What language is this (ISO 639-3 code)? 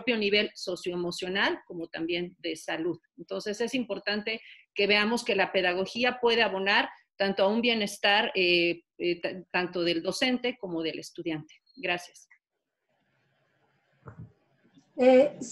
spa